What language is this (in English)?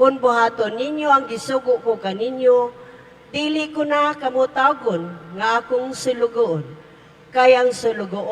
Cebuano